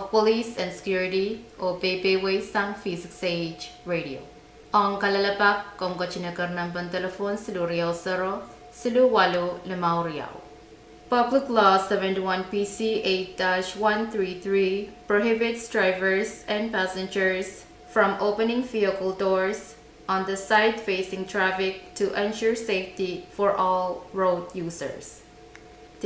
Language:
Pohnpeian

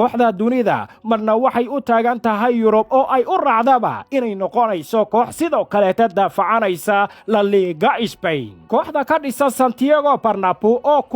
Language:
Somali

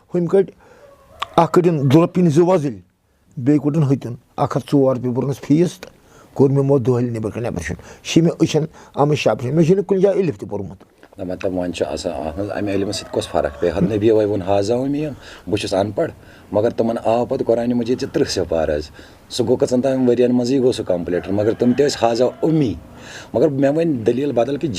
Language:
Kashmiri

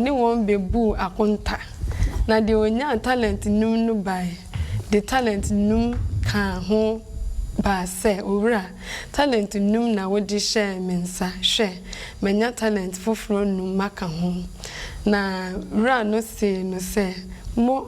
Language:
Akan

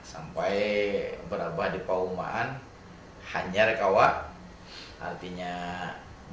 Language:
Banjar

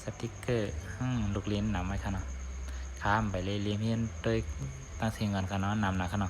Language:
Shan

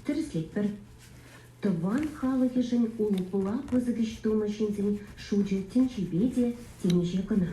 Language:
Chuvash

